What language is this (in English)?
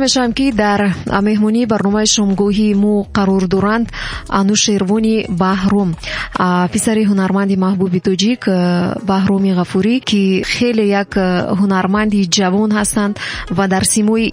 Tajik